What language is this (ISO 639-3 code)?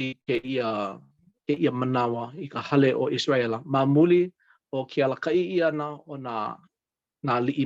haw